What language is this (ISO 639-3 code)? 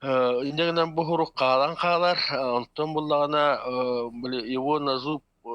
sah